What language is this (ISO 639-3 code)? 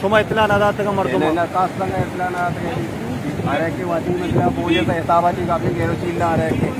bal